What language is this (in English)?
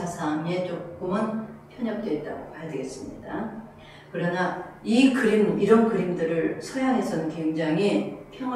Korean